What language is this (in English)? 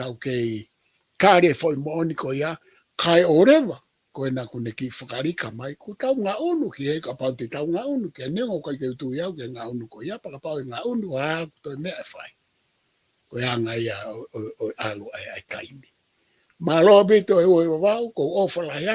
Tongan